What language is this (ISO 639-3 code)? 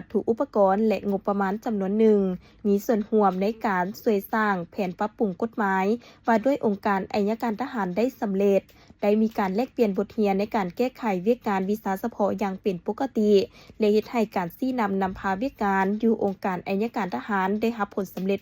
lao